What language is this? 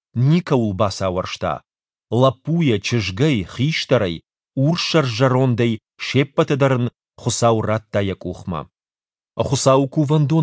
Ossetic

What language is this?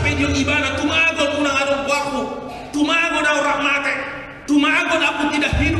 Batak Toba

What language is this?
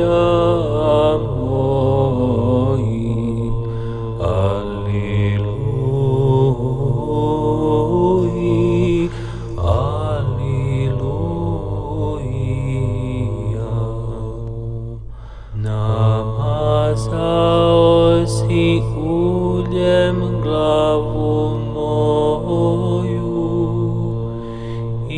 Croatian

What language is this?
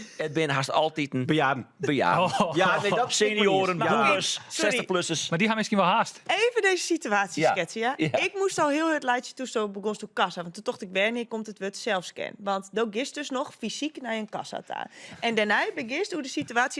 Western Frisian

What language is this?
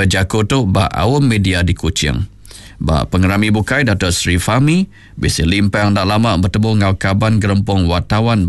Iban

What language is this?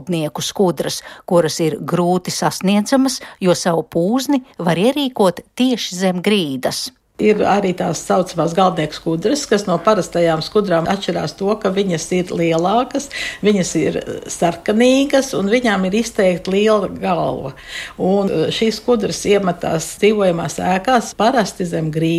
Latvian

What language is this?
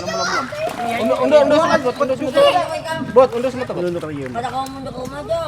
Banjar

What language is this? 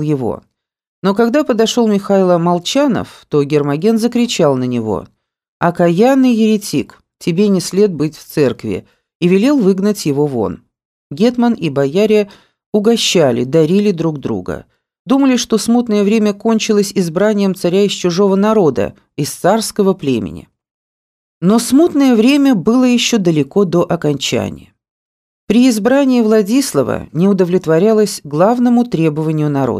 Russian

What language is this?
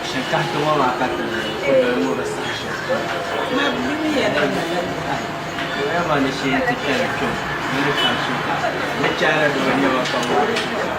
Dagbani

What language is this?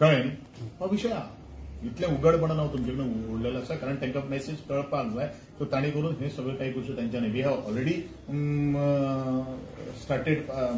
Konkani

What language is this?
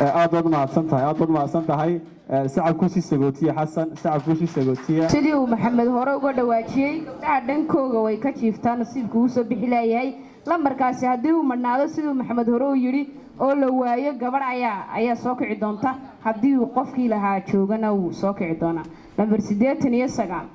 Somali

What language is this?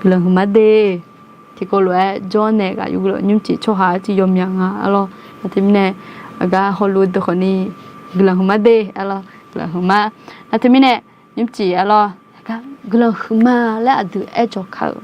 Akha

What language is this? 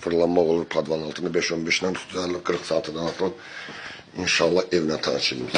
Azerbaijani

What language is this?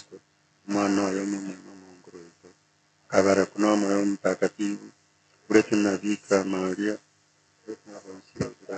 Gusii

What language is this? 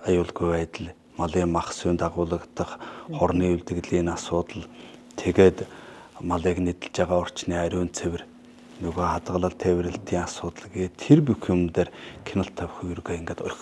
Mongolian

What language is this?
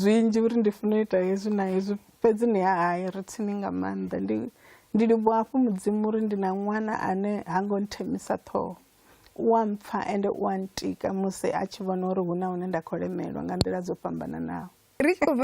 Venda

